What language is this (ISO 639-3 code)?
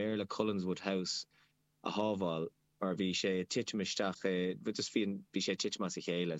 gle